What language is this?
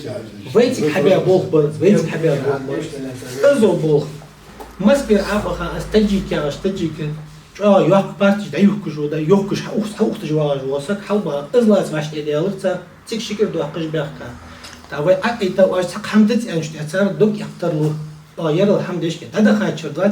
Ingush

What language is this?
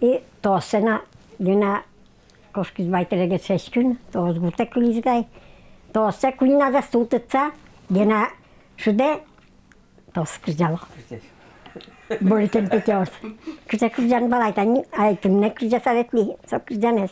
Udmurt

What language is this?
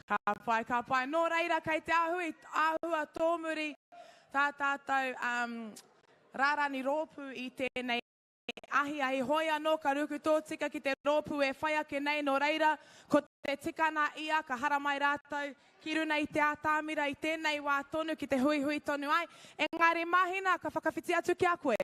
Māori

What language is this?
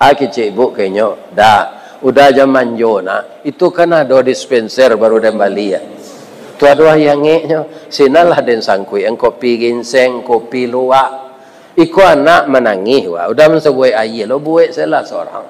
Minangkabau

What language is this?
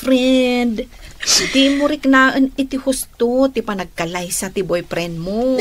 Iloko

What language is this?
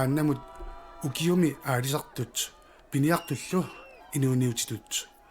Kalaallisut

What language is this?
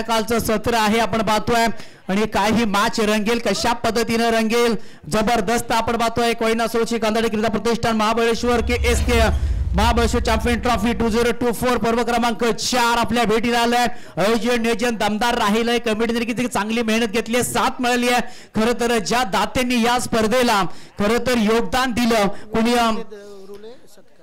Marathi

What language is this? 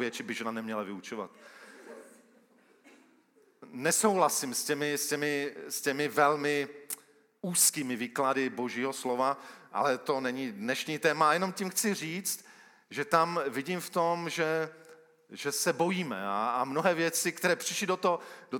Czech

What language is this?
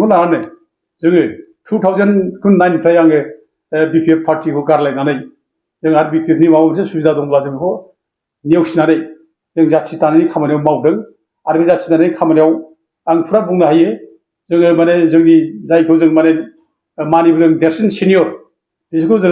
Bodo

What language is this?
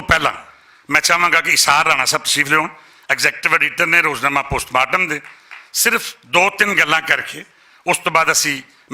Western Panjabi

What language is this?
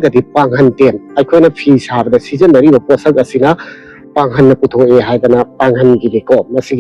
Manipuri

